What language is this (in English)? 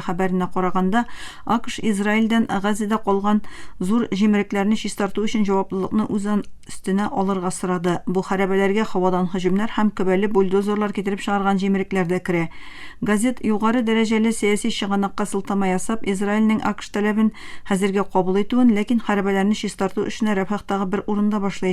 Tatar